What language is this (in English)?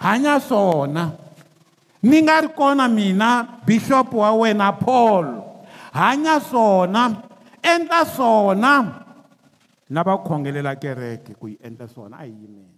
Tsonga